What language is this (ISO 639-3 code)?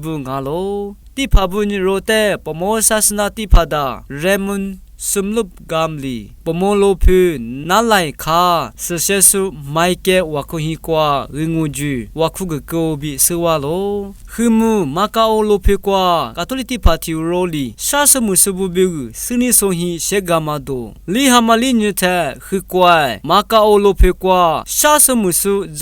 lis